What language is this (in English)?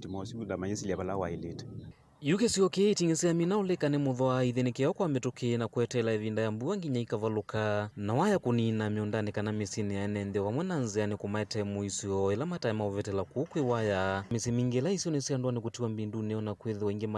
Kamba